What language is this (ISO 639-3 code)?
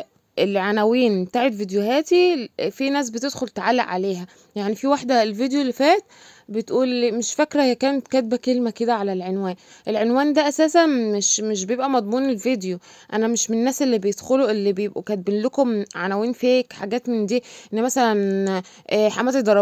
arz